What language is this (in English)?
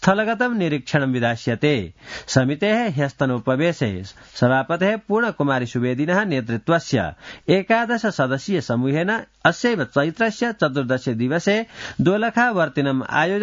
Sanskrit